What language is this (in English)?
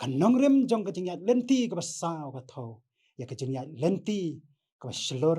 Khasi